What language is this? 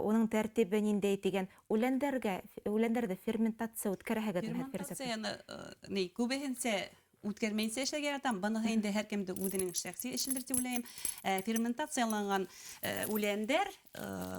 Bashkir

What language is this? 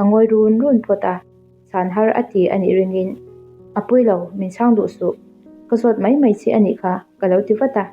Mizo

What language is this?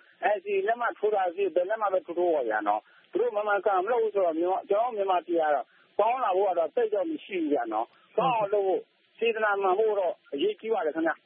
Burmese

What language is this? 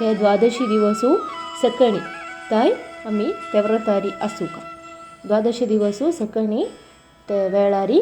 Konkani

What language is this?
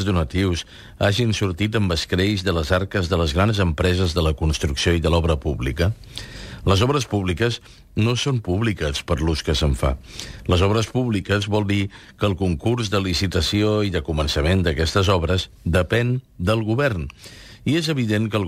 Catalan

